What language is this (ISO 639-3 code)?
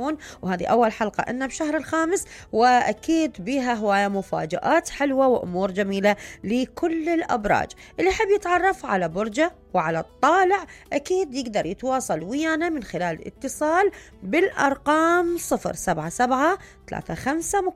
acm